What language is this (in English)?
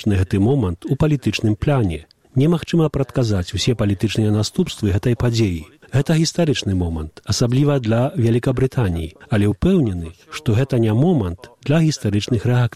Belarusian